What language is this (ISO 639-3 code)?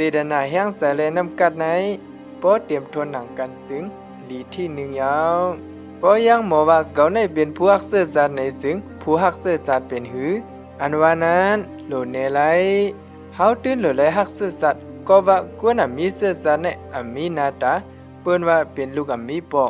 shn